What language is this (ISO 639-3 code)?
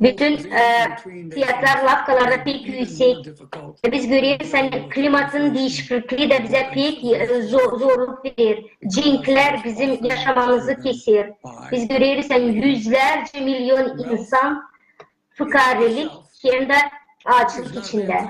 gag